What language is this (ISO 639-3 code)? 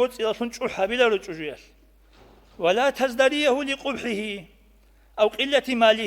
ava